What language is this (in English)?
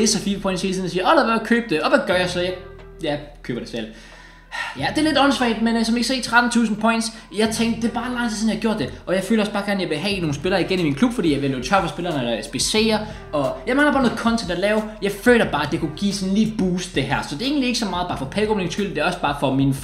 Danish